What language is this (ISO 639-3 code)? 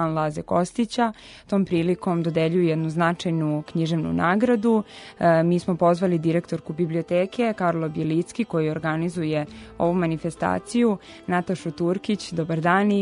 srp